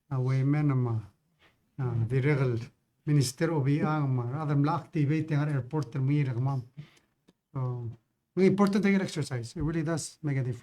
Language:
Palauan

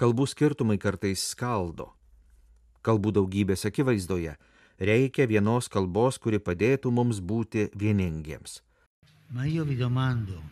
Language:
Lithuanian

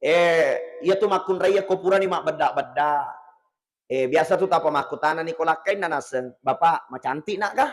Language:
Buginese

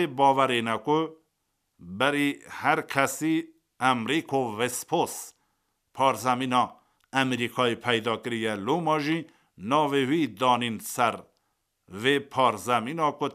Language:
Kurdish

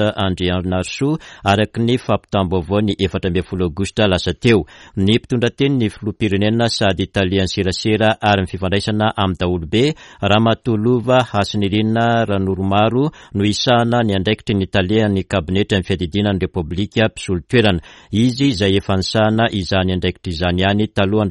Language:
Malagasy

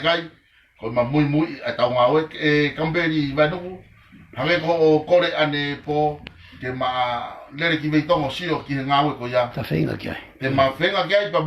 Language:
Tongan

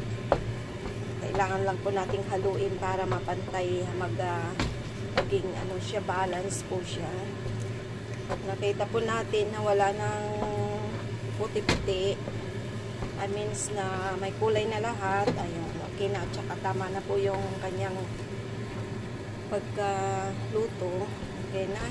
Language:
Filipino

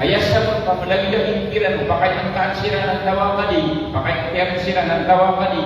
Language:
Maranao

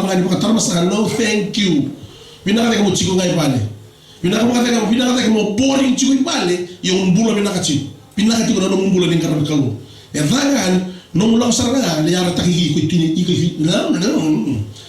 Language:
Fijian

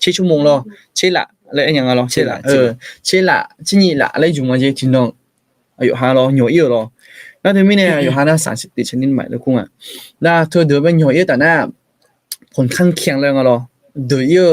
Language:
Akha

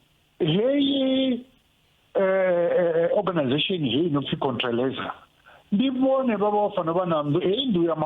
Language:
Venda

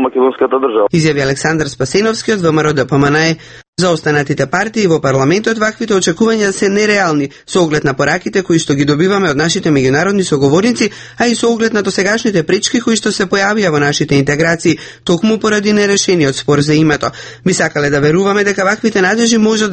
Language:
Macedonian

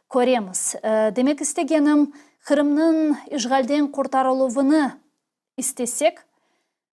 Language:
Crimean Tatar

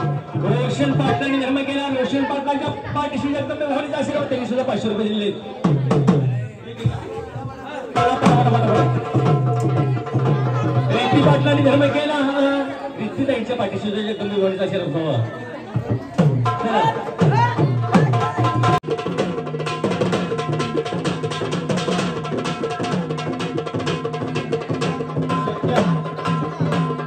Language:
Marathi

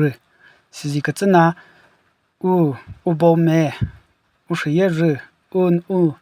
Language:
Chokri Naga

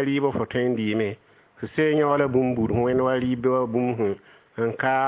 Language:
Mossi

